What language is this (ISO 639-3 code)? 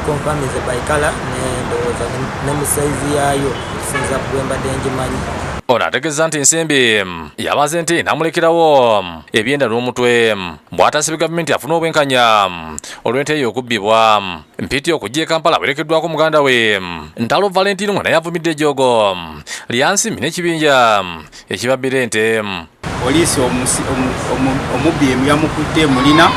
lug